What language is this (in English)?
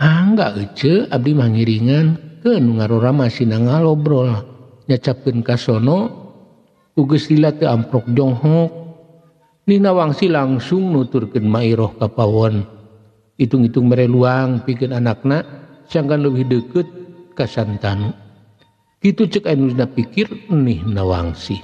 Sundanese